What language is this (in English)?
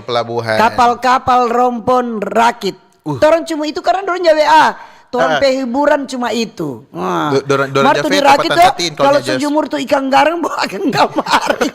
Manado Malay